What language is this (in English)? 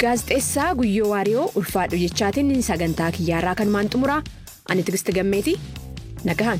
Oromo